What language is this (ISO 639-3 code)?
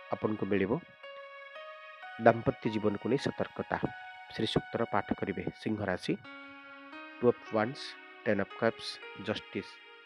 ori